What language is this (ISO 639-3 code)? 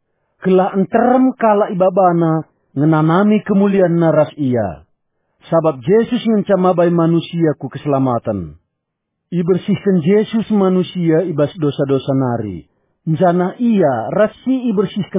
btx